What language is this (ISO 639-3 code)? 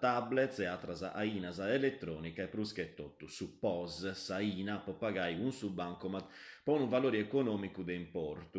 srd